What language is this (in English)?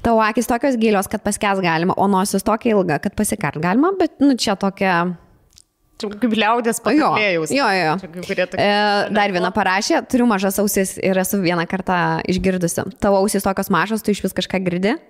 Lithuanian